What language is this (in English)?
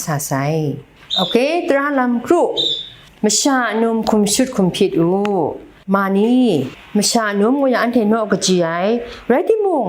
Kachin